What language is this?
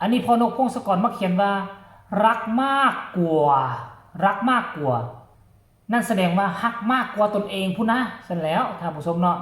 Northeastern Thai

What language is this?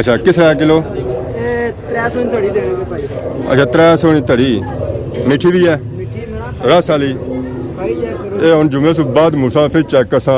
Pahari-Potwari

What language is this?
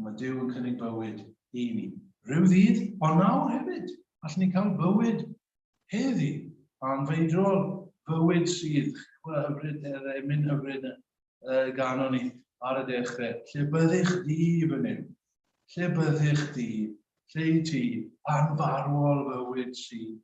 Welsh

